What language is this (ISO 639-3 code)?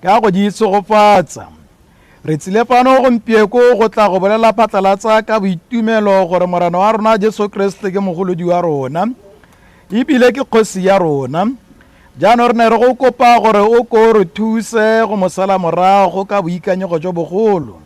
tsn